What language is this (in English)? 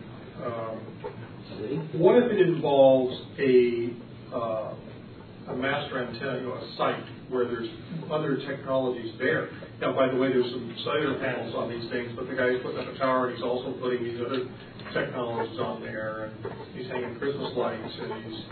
English